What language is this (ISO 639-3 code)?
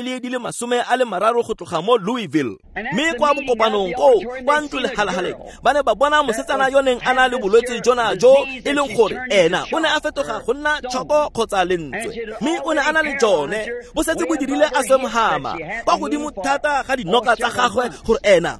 tsn